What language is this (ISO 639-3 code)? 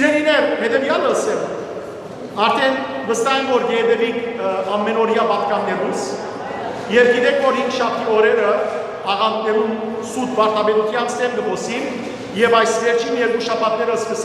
hyw